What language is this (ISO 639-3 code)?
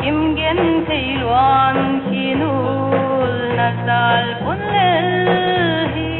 pck